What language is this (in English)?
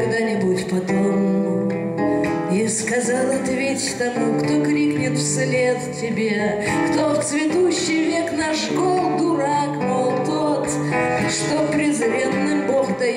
Russian